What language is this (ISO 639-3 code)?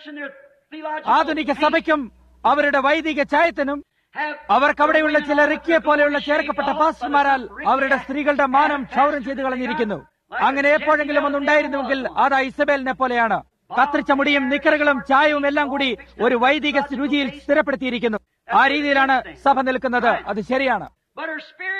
mal